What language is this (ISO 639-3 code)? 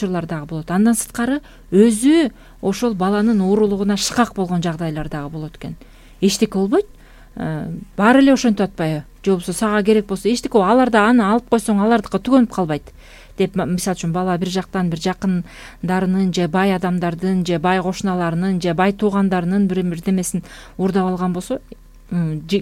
kir